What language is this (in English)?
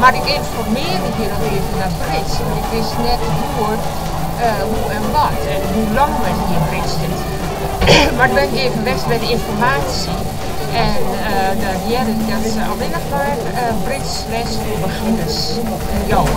Western Frisian